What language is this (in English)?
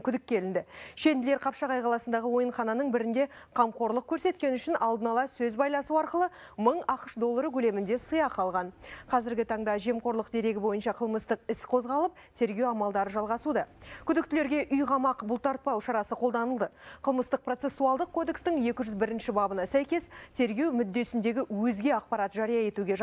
Kazakh